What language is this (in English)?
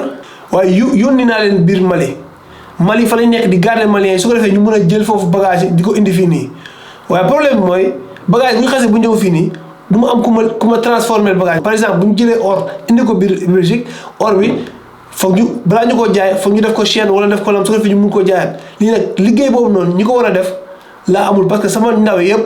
Wolof